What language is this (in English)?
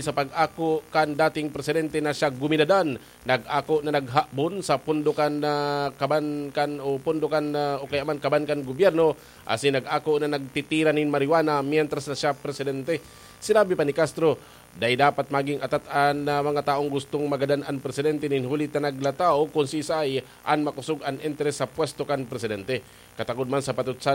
Bikol